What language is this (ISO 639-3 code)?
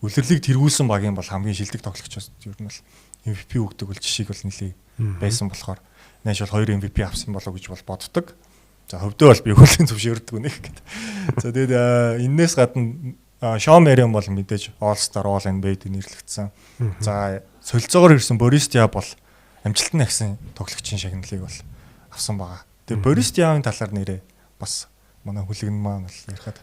mon